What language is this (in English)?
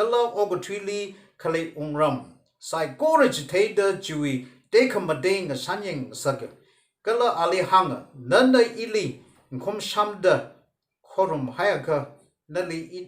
Tangkhul Naga (India)